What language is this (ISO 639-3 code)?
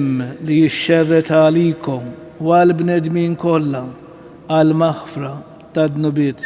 mlt